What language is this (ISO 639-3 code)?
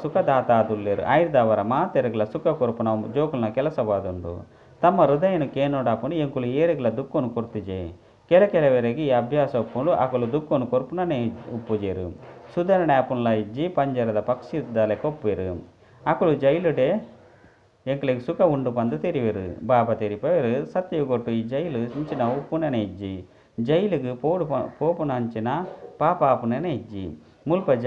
tcy